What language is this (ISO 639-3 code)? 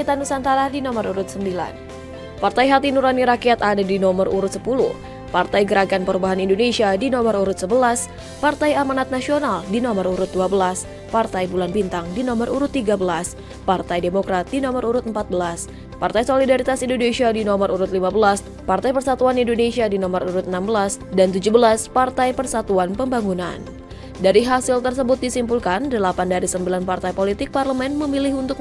ind